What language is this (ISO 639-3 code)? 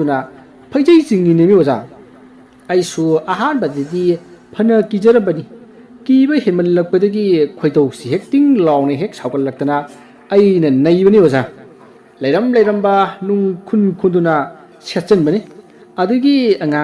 mni